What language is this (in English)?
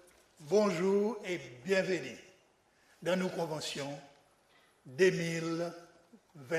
Seselwa Creole French